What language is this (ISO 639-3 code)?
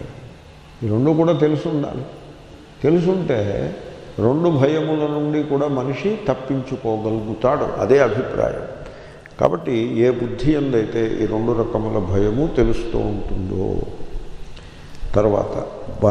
tel